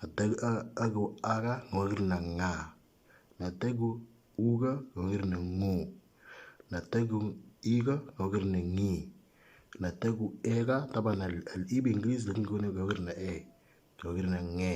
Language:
Moro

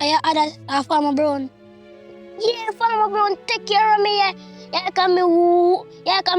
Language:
Jamaican Creole English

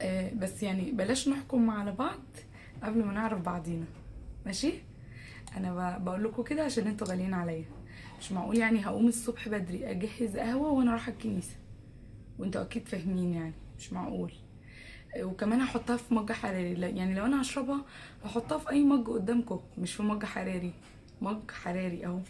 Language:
Egyptian Arabic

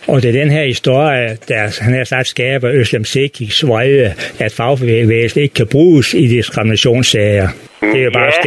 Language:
Danish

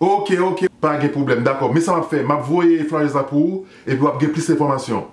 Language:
Haitian Creole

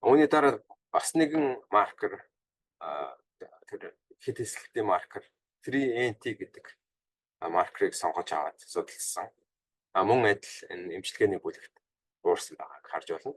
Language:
Mongolian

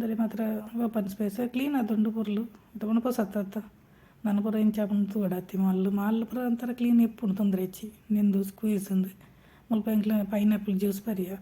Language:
Tulu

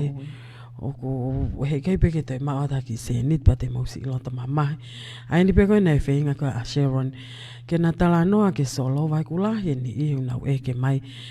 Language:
Tongan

